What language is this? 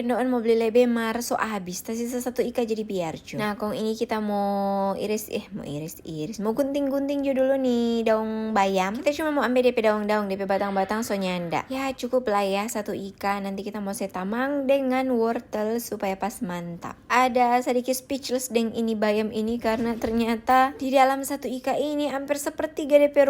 Manado Malay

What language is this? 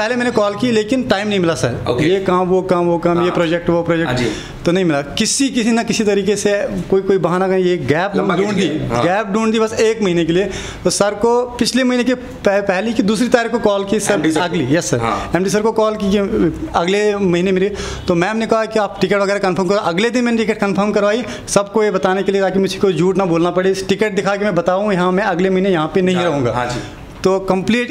Hindi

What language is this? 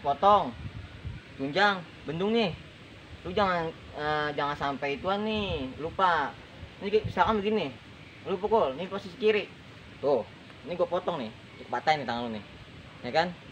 Betawi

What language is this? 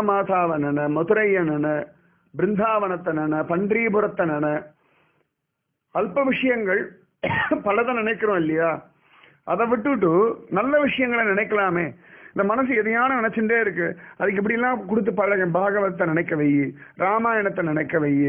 Tamil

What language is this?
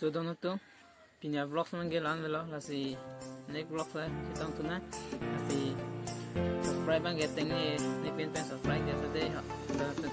Karbi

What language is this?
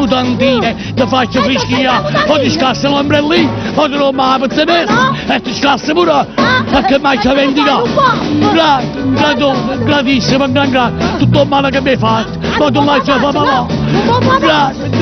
Neapolitan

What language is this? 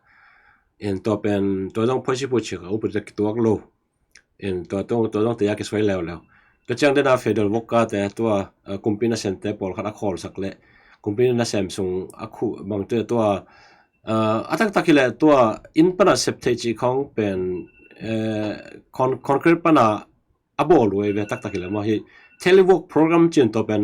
Tedim Chin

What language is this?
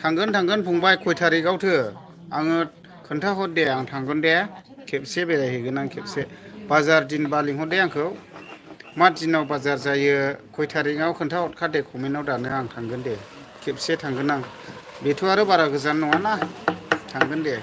Bodo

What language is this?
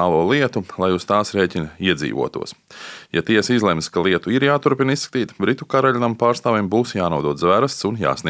Latvian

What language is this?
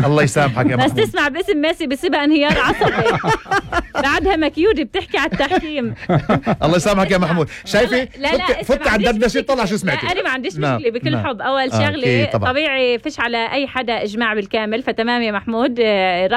North Levantine Arabic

